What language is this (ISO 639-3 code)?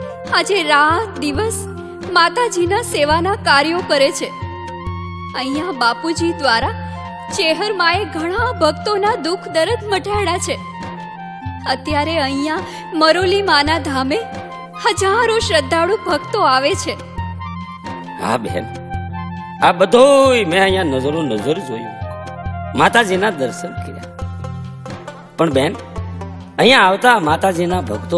guj